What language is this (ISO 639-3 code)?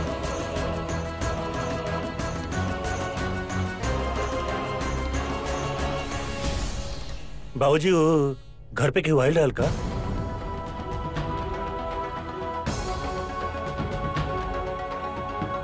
bho